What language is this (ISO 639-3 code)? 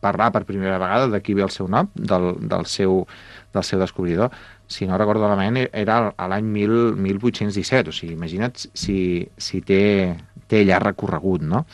cat